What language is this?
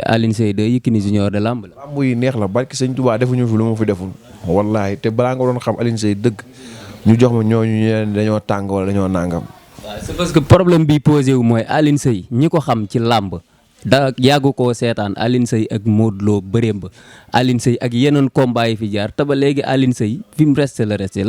Wolof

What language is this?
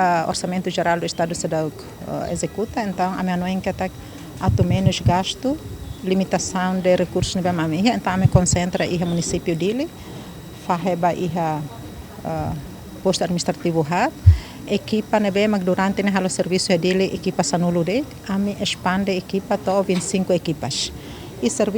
Tetum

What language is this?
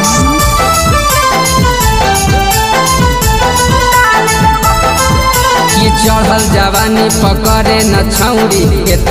Magahi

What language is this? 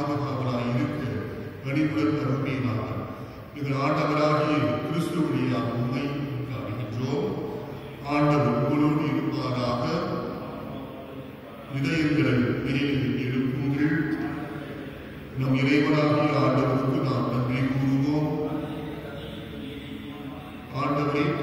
Tamil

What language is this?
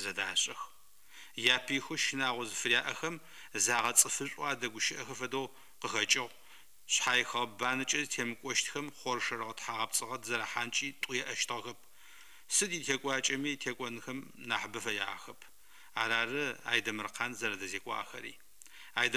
Adyghe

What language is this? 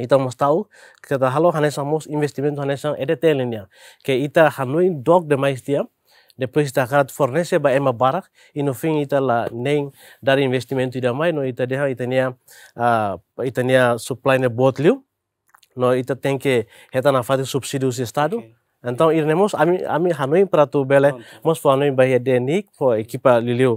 Tetum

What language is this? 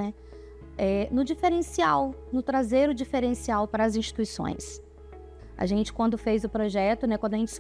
Portuguese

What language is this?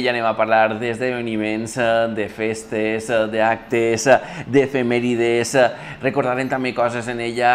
Catalan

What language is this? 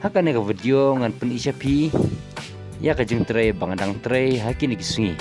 Khasi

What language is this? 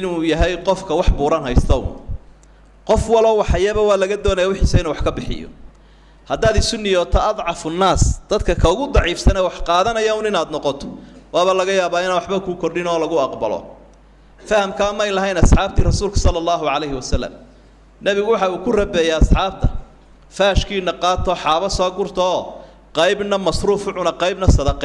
Somali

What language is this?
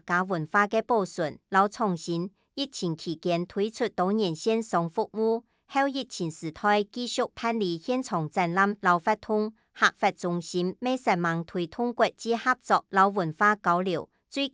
Hakka Chinese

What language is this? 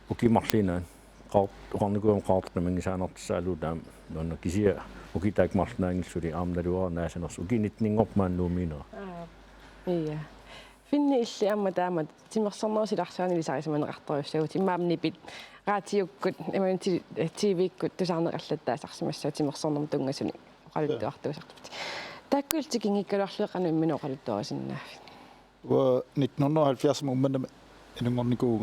Kalaallisut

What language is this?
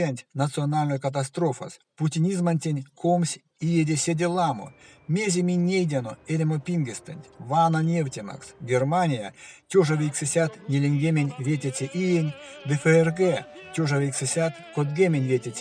Erzya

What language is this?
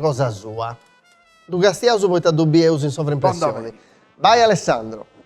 Sardinian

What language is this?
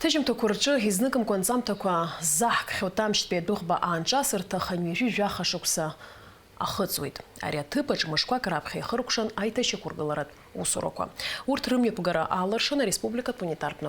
Abkhazian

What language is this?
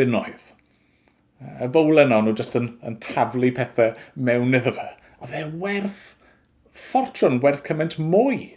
Welsh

